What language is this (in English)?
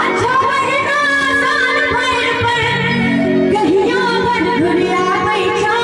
Maithili